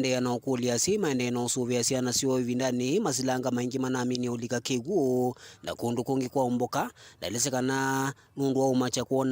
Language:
Kamba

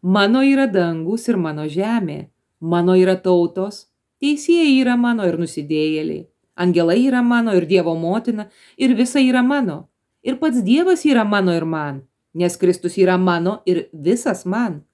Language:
Lithuanian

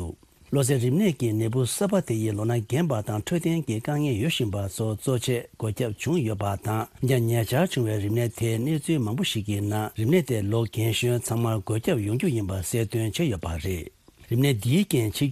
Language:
Tibetan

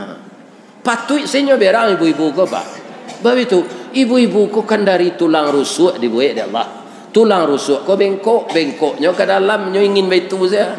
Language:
Minangkabau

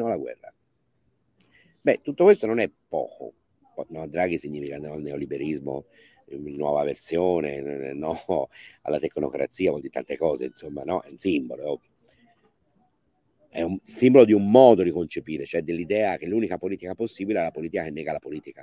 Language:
Italian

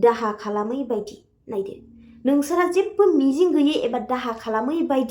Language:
Bodo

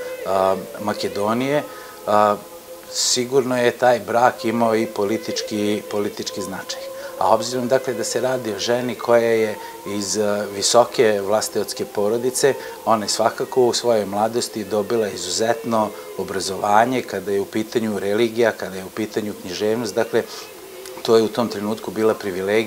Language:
Serbian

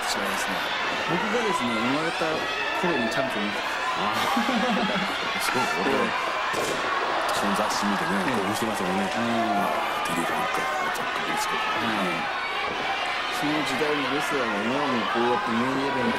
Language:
Japanese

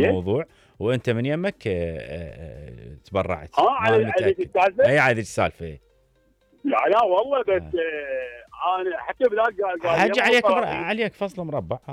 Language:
Mesopotamian Arabic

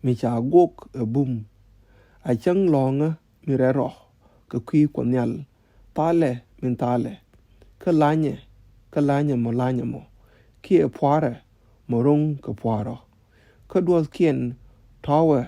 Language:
Nuer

